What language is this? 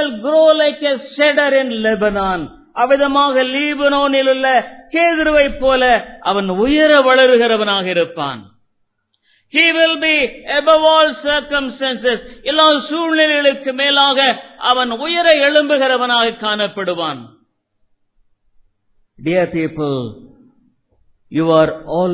Tamil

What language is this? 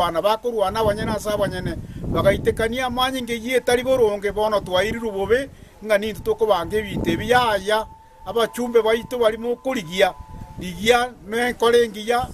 Gusii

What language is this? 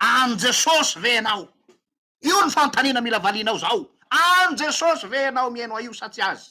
Malagasy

